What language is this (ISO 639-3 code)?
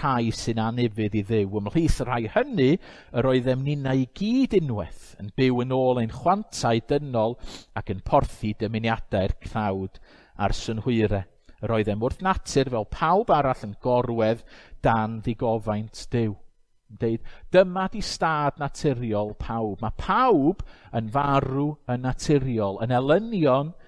cym